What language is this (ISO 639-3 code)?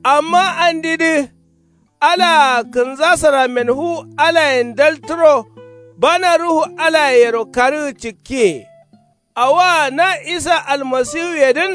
kau